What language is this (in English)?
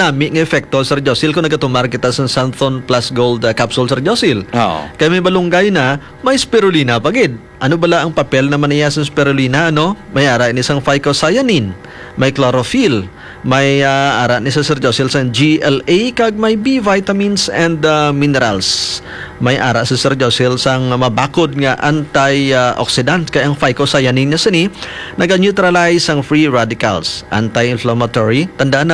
Hiligaynon